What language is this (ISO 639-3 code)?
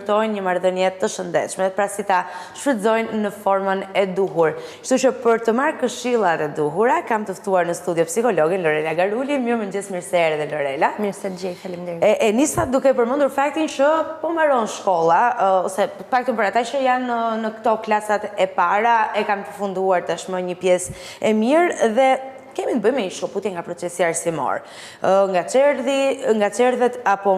sqi